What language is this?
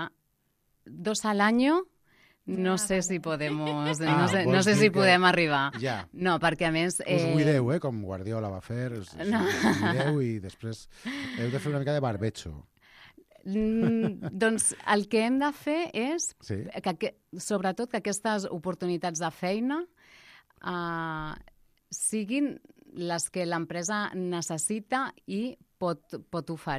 Catalan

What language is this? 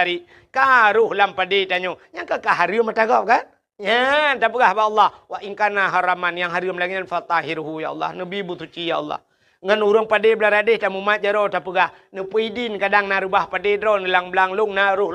Achinese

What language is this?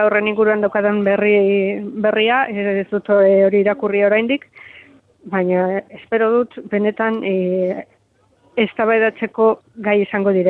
Basque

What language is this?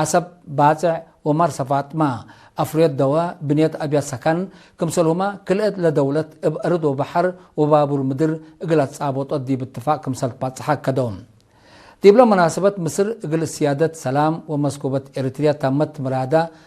Tigre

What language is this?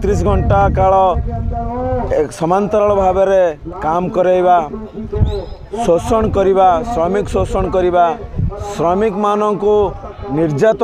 Odia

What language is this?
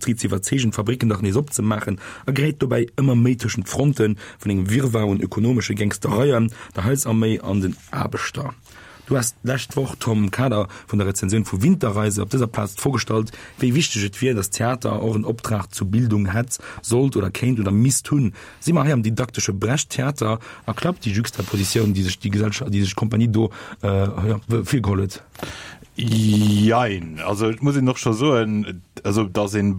Luxembourgish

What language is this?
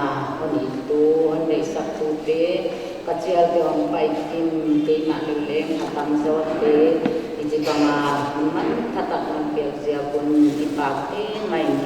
Paite Chin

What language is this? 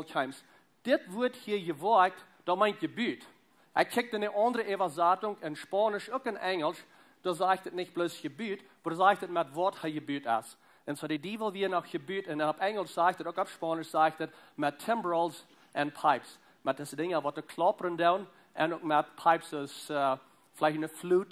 Plautdietsch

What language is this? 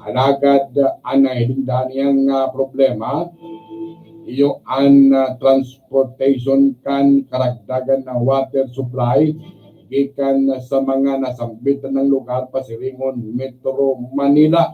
Bikol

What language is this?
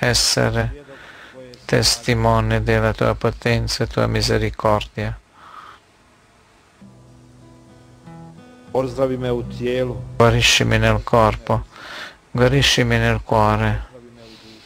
Italian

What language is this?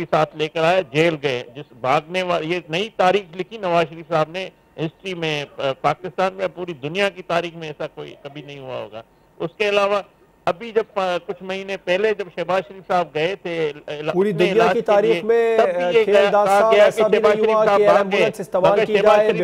Urdu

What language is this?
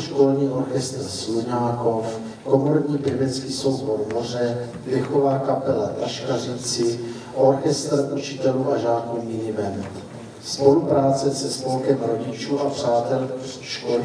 Czech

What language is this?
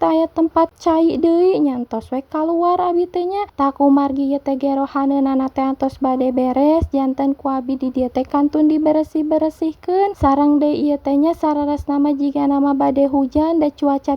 Sundanese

